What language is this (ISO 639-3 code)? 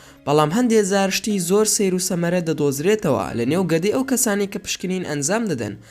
ckb